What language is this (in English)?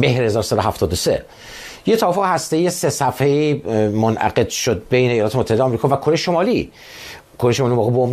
Persian